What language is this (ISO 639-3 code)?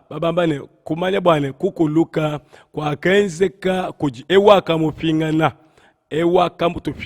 lua